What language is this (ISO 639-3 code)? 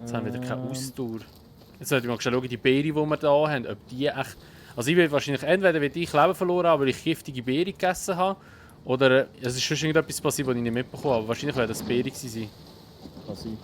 gsw